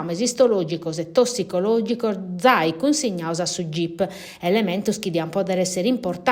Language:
Sardinian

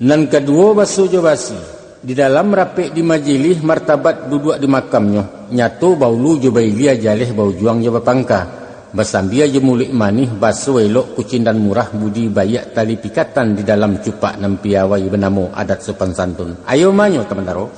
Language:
Minangkabau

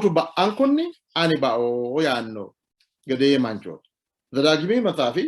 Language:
Sidamo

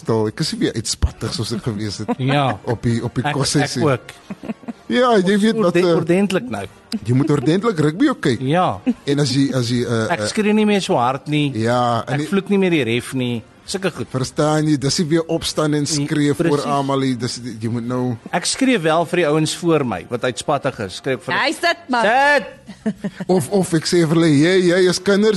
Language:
Afrikaans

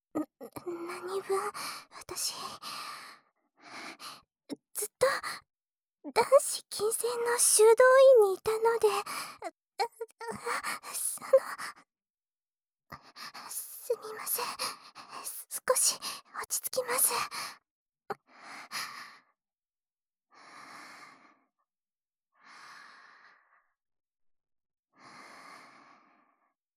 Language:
Japanese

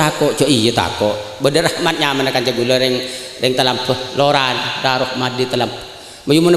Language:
Madurese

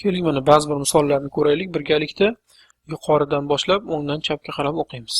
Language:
Uzbek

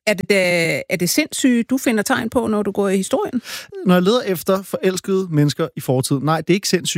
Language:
Danish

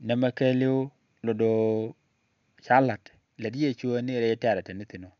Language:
Nuer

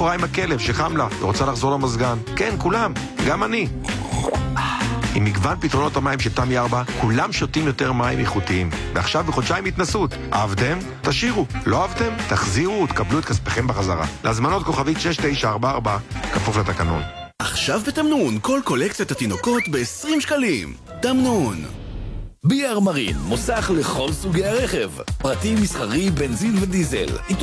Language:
Hebrew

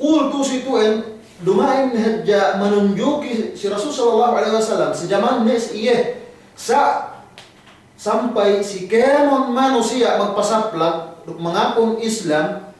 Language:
Yakan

